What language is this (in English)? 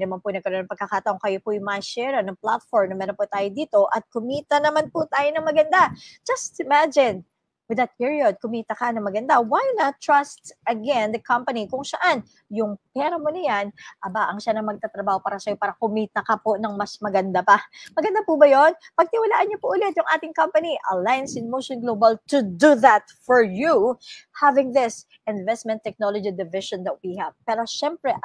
Filipino